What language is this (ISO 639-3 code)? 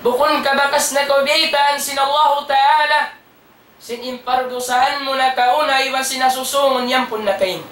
tsg